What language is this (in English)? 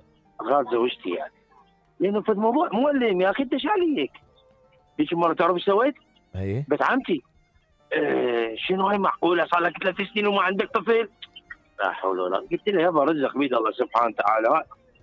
Mesopotamian Arabic